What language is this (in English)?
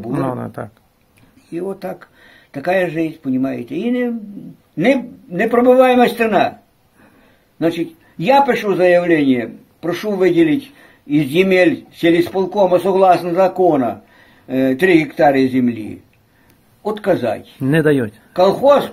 Ukrainian